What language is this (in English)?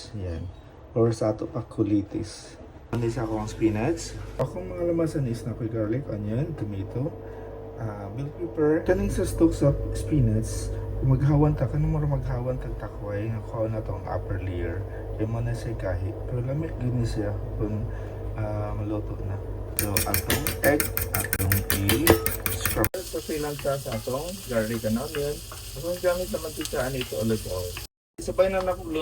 Cebuano